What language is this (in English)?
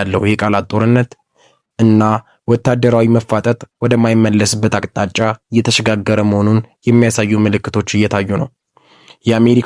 Amharic